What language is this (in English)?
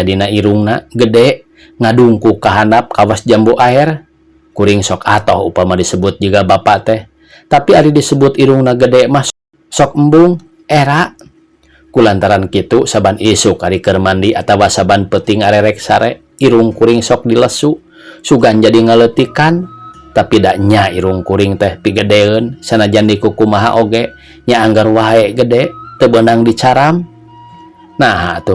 Sundanese